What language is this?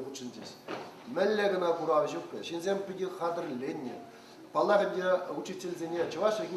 Chuvash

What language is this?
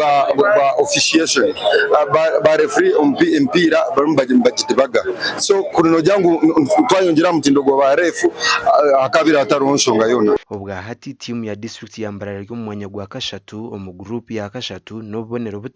Nyankole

